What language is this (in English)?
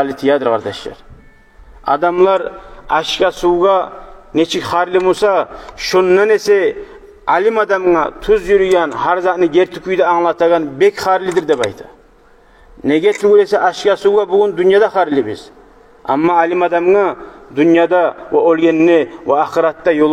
Kumyk